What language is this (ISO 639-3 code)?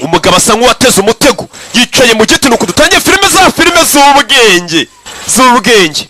kin